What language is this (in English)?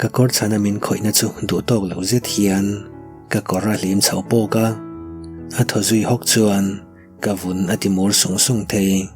Mizo